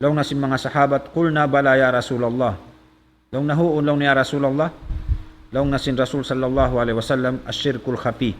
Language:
Tausug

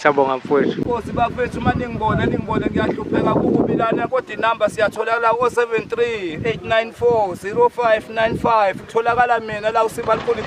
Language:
Zulu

